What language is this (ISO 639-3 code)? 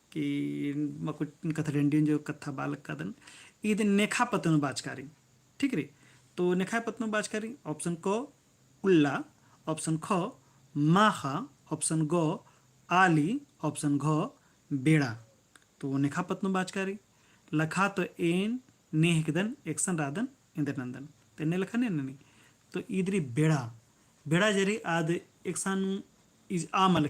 kru